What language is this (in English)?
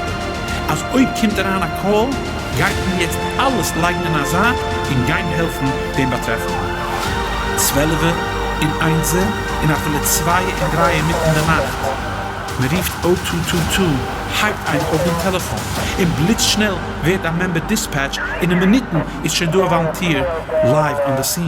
Yiddish